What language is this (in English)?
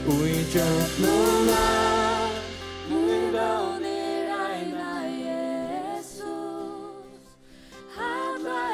Faroese